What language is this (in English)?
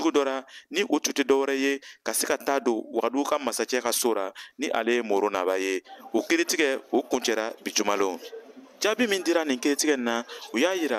Bambara